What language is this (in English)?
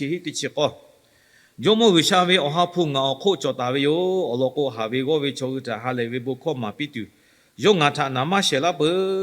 Lahu